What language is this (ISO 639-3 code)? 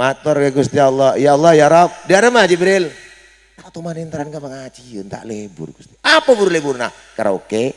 mad